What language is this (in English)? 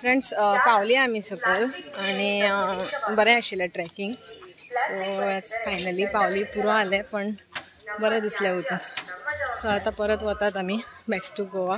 Konkani